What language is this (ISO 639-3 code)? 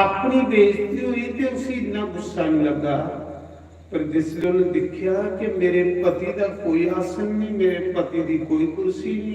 doi